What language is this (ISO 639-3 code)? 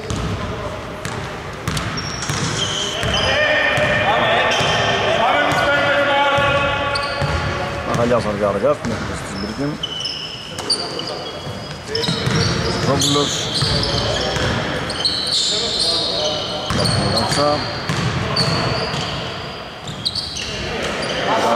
ell